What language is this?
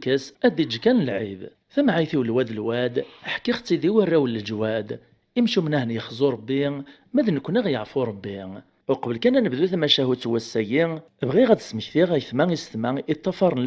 Kabyle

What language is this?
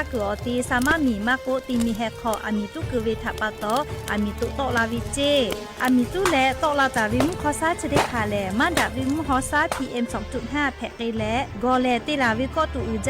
Lahu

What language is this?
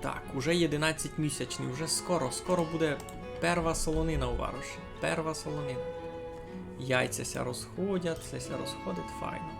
Rusyn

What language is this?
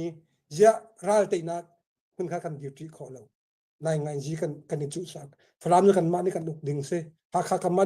Hakha Chin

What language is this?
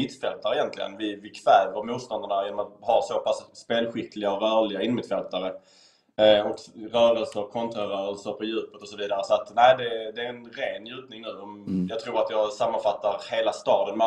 Swedish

